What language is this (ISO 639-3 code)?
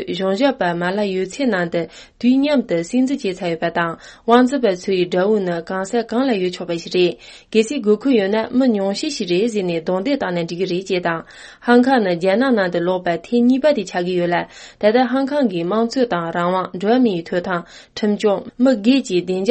bod